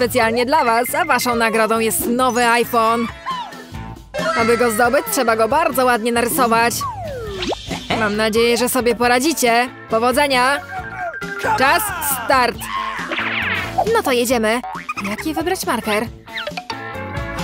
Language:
Polish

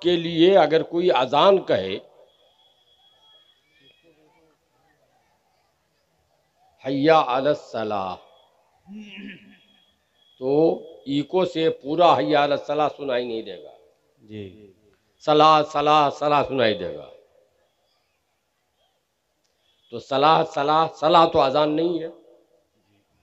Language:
Urdu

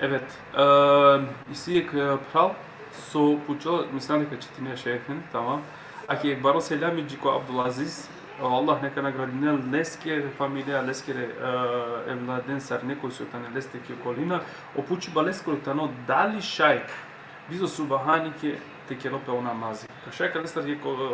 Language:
Balkan Romani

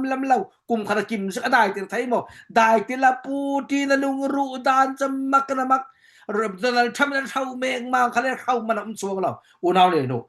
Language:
Falam Chin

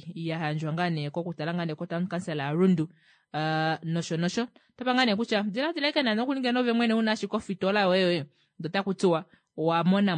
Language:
Kuanyama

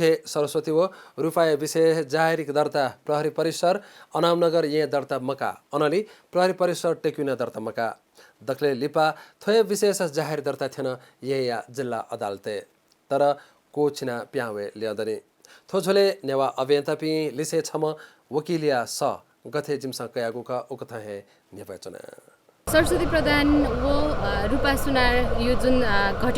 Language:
Newari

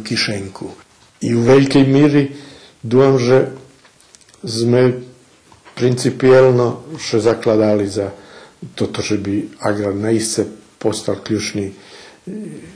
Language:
Rusyn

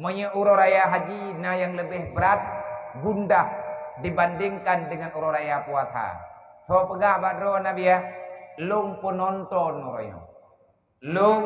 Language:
Achinese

